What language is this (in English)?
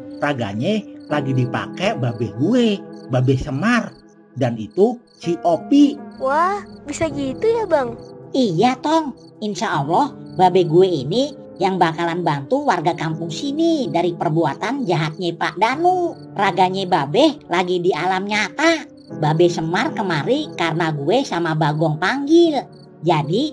Betawi